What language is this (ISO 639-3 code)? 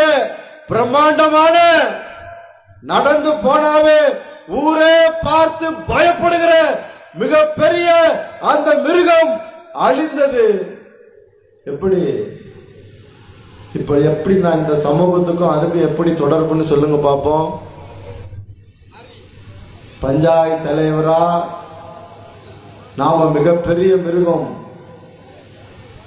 tam